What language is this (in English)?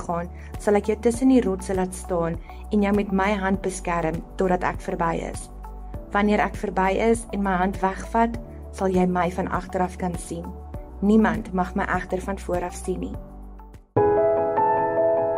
Afrikaans